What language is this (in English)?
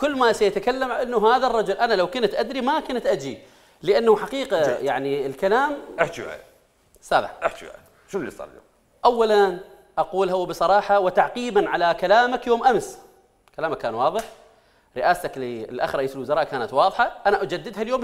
Mesopotamian Arabic